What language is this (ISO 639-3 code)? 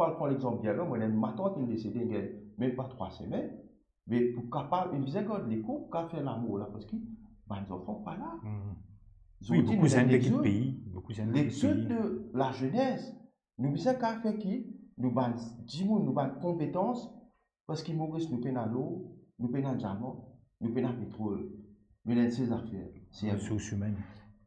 mfe